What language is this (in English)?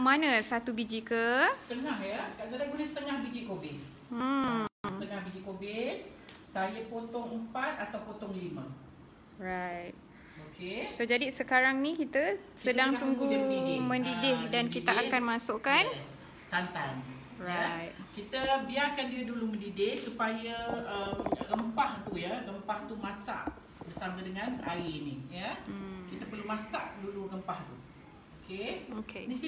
Malay